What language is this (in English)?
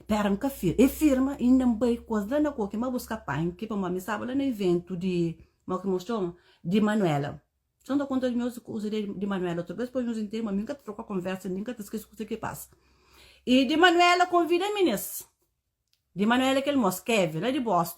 Kabuverdianu